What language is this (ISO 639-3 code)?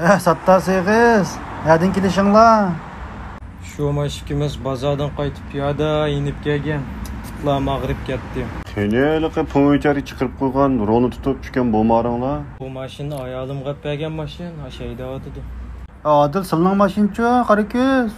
uig